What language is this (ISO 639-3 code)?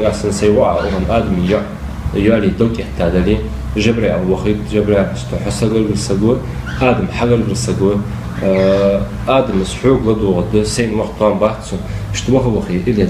inh